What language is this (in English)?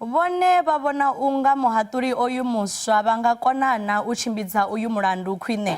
Venda